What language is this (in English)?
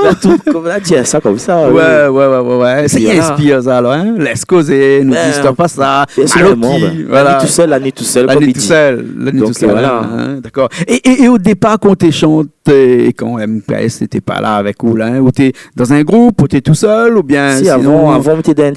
Réunion Creole French